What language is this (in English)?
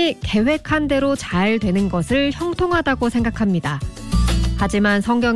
Korean